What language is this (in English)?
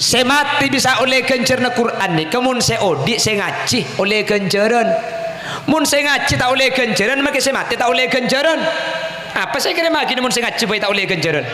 Madurese